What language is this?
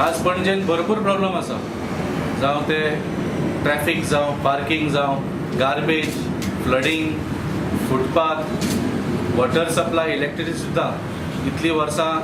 Konkani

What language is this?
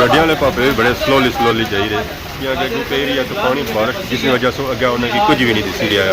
Pahari-Potwari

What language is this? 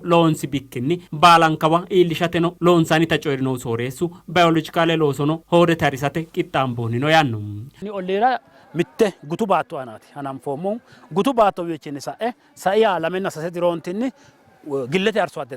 Sidamo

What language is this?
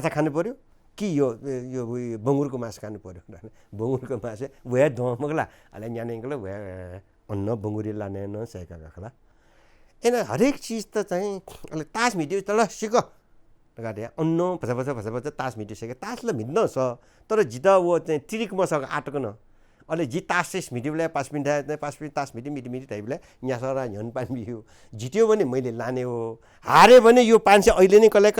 Newari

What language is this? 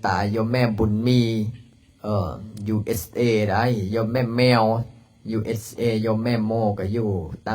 Lao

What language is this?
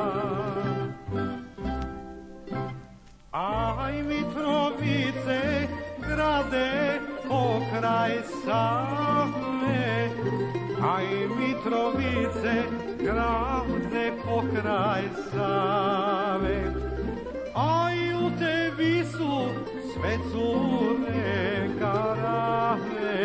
Serbian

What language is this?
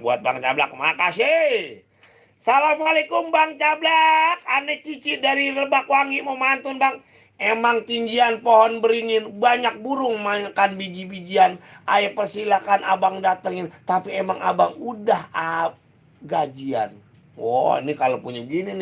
Betawi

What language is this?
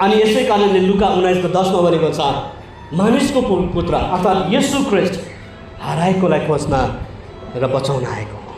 Nepali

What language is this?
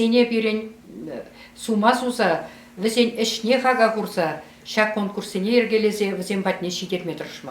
Chuvash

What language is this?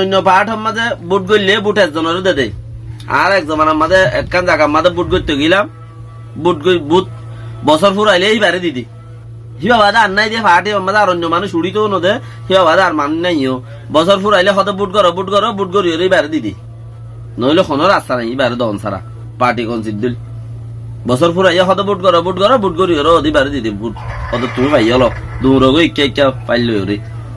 Rohingya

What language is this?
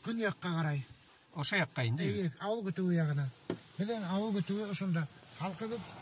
Bashkir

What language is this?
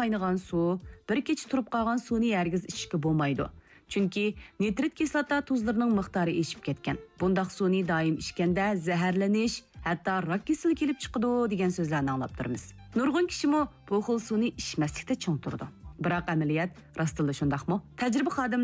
Uyghur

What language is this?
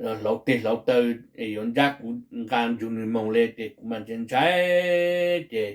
Hmong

